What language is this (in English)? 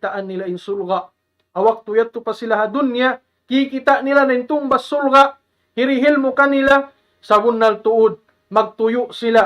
Tausug